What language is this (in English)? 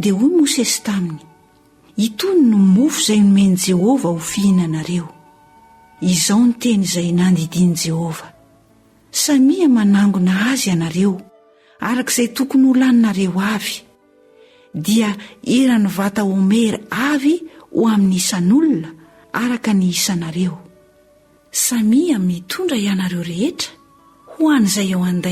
Malagasy